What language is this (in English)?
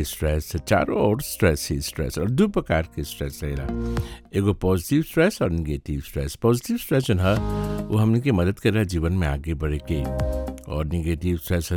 Bhojpuri